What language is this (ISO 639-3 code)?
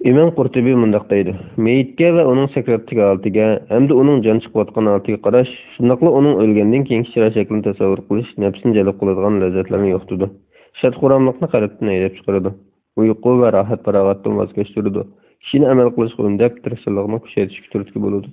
uig